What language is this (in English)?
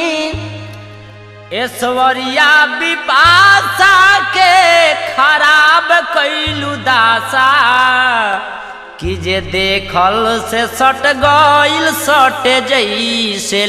Bhojpuri